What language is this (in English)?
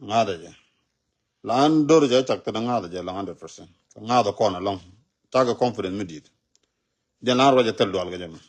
Nuer